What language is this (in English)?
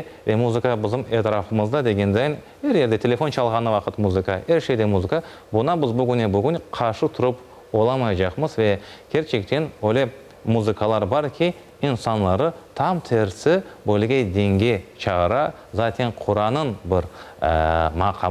Crimean Tatar